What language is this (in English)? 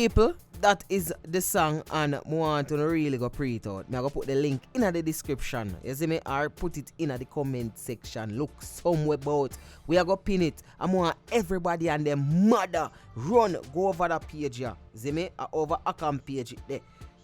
Jamaican Creole English